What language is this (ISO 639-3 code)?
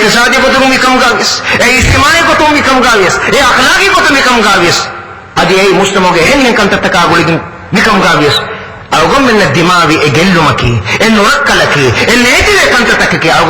div